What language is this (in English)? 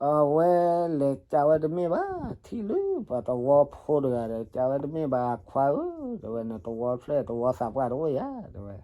S'gaw Karen